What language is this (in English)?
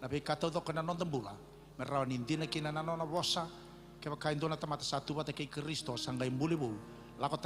Fijian